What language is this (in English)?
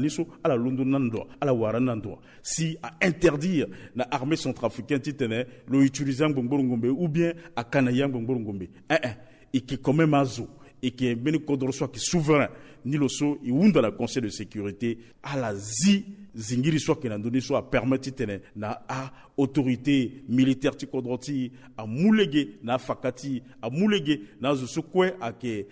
Sango